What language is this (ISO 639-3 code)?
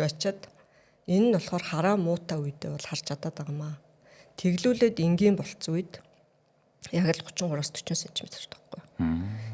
mon